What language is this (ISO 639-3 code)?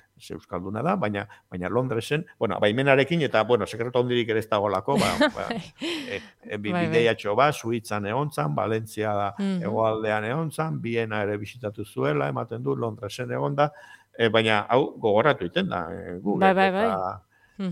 eus